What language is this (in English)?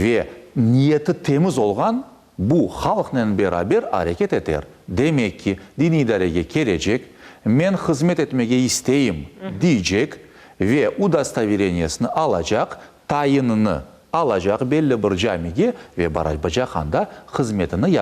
Crimean Tatar